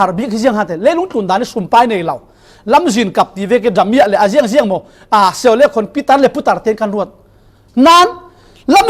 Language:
Falam Chin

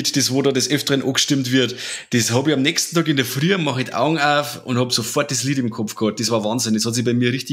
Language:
Bavarian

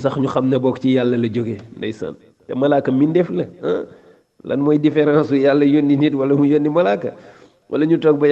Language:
Wolof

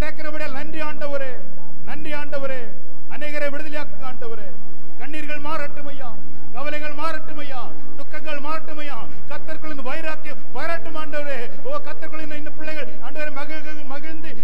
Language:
Tamil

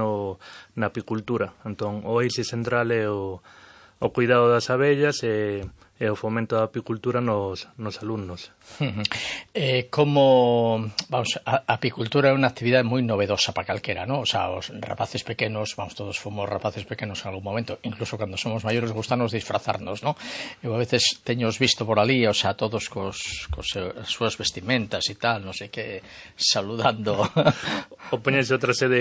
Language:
Galician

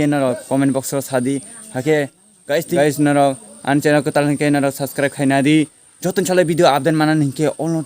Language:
Kok Borok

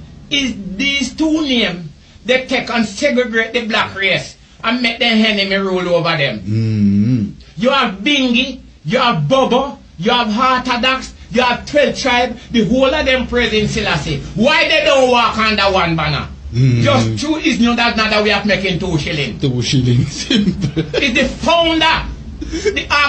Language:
Jamaican Creole English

